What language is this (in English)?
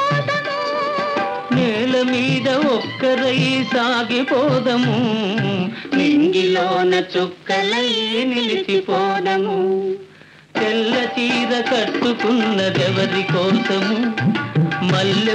Telugu